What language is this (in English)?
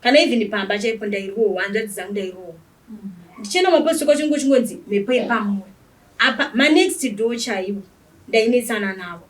Shona